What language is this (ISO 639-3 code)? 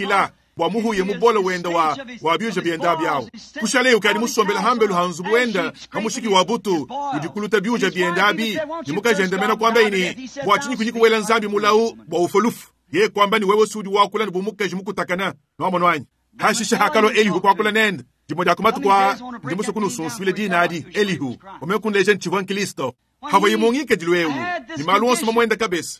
lua